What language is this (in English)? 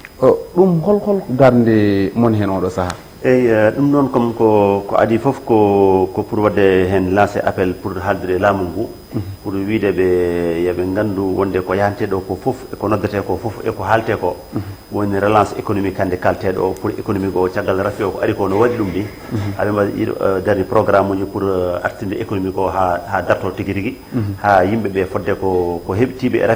Fula